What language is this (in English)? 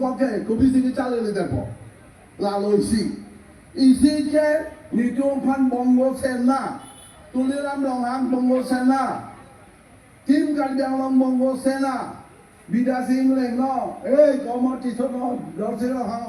Karbi